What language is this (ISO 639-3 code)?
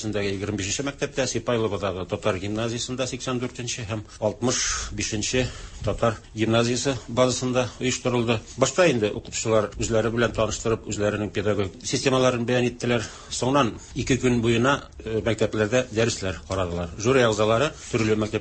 tat